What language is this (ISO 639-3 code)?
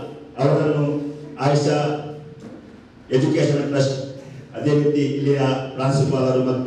kan